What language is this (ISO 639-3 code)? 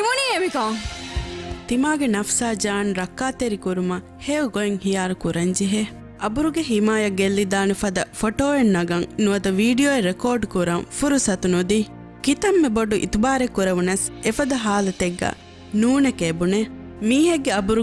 div